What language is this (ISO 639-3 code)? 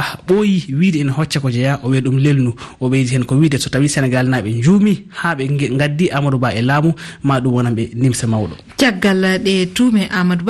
ful